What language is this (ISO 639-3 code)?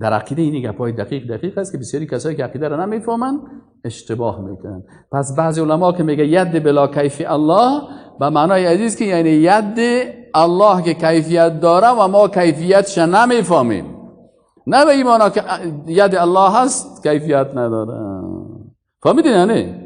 fas